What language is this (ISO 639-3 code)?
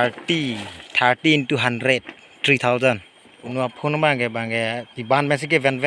mjw